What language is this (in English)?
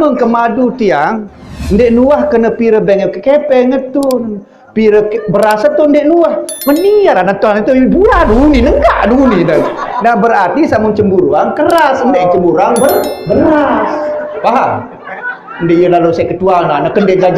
Sasak